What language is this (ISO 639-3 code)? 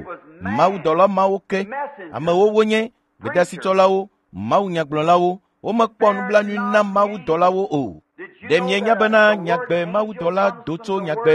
ewe